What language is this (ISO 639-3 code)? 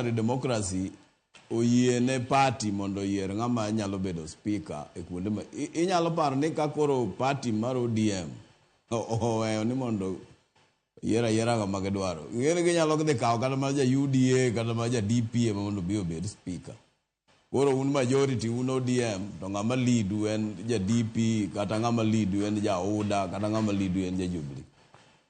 luo